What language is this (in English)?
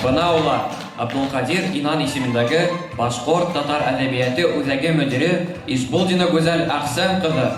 Bashkir